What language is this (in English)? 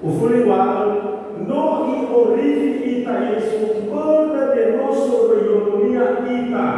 Nias